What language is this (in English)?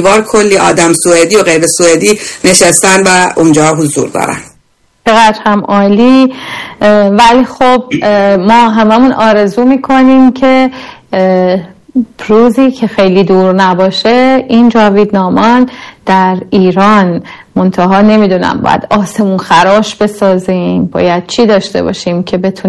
Persian